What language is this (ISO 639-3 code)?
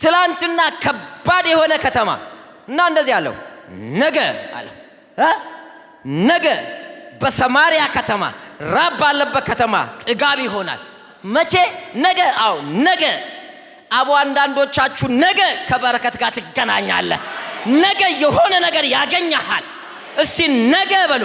amh